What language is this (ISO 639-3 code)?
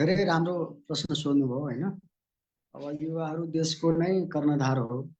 nep